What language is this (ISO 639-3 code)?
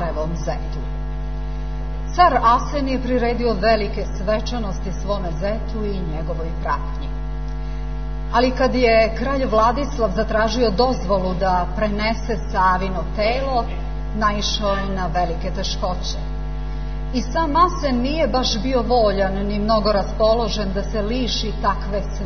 srp